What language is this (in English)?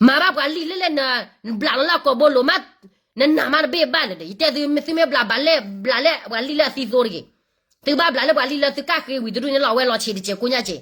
S'gaw Karen